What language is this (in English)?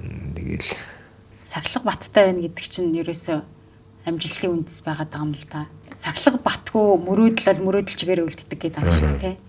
Mongolian